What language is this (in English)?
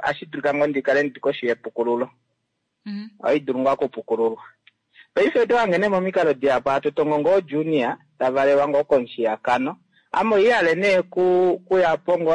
Kuanyama